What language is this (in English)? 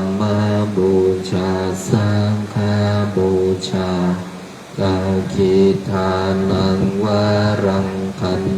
Pali